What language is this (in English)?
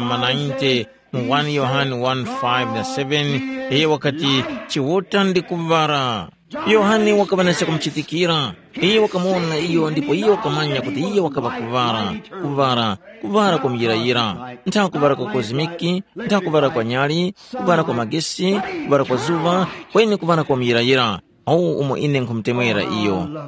Tumbuka